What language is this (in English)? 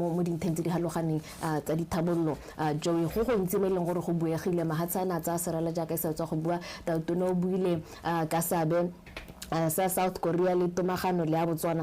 Tswana